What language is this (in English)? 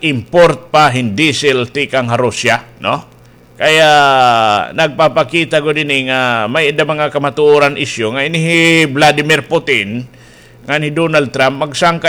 Waray